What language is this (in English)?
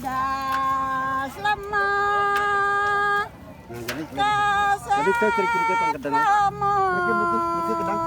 Balinese